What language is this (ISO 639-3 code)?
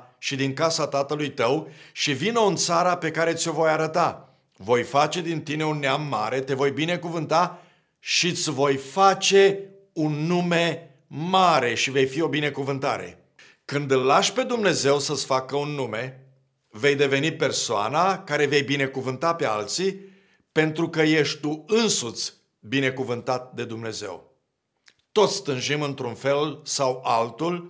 ron